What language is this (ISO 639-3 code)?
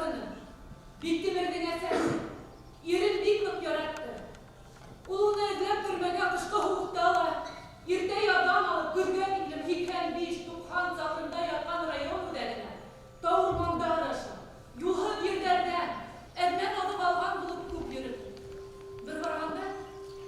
bak